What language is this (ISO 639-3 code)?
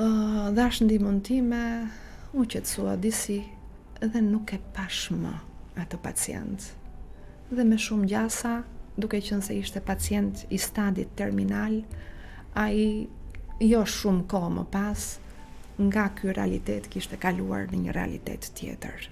sqi